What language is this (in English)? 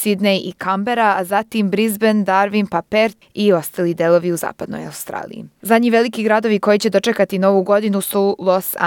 Serbian